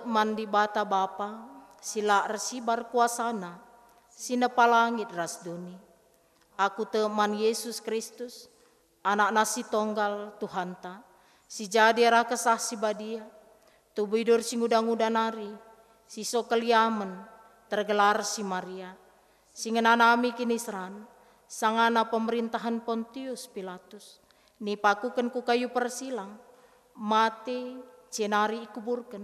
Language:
Batak Karo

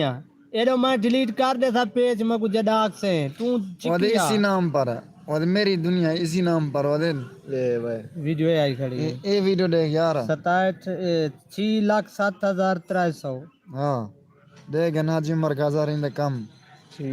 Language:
Saraiki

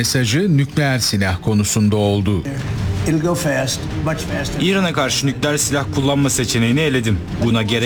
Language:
Turkish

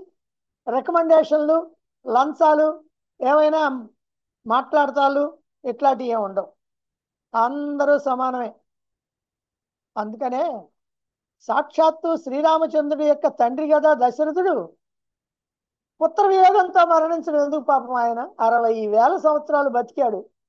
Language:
Telugu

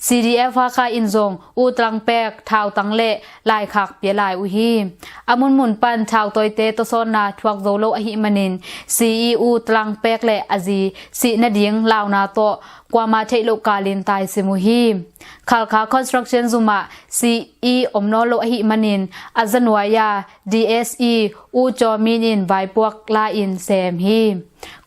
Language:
Tedim Chin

